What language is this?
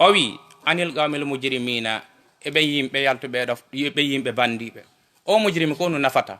Fula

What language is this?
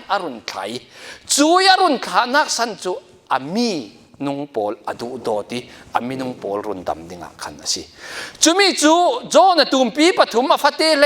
Falam Chin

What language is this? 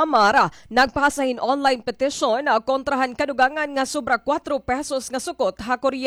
Waray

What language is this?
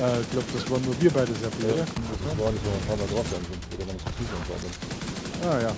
Bavarian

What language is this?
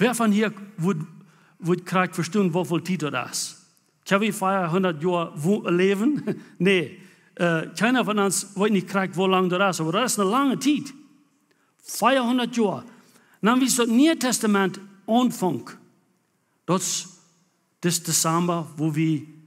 Plautdietsch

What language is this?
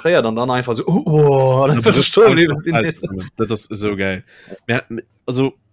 Luxembourgish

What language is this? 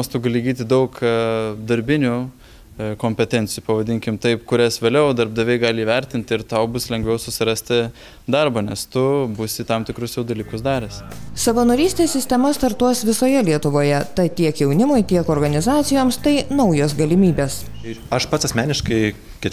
Lithuanian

